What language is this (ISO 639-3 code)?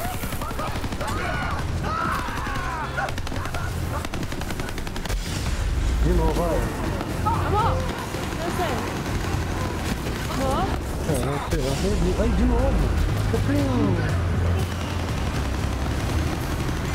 por